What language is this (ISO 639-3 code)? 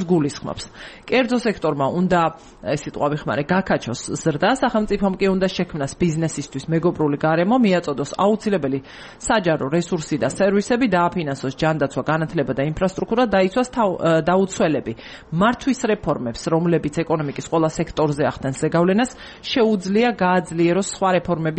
kat